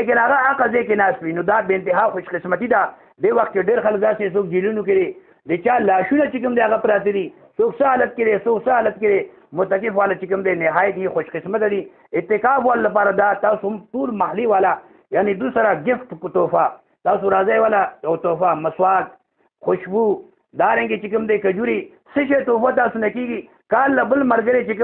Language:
Pashto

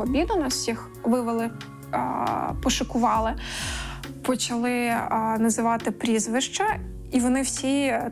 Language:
Ukrainian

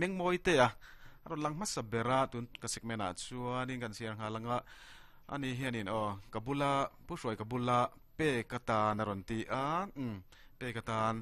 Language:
Mizo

